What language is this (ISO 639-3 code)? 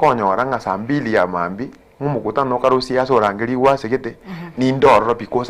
guz